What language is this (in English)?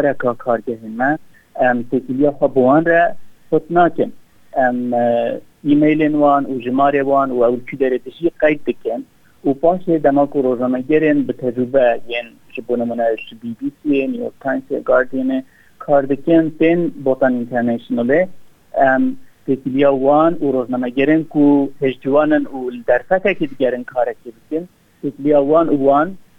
Kurdish